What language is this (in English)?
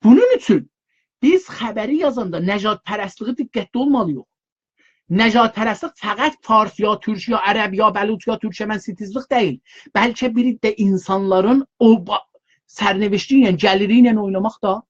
South Azerbaijani